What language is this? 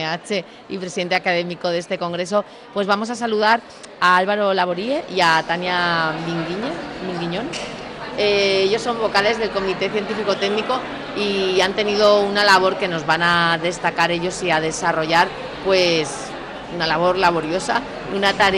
Spanish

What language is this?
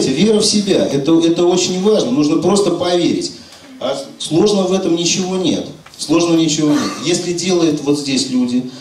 Russian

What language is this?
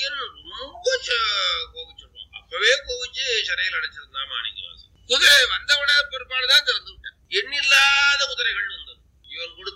Tamil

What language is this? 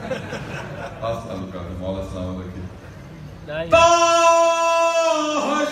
Urdu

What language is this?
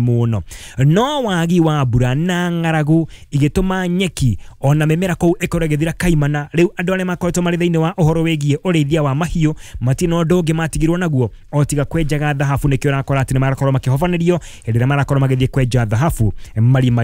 Kikuyu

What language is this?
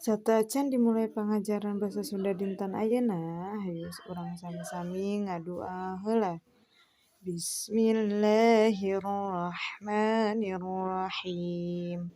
Sundanese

